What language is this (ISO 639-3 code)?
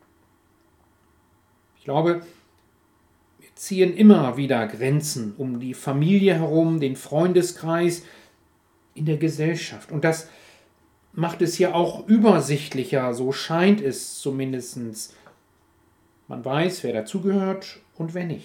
deu